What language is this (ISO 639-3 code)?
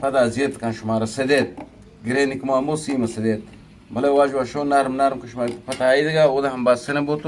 bgp